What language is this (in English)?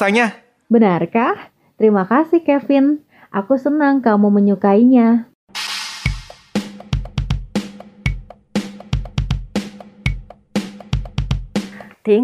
Indonesian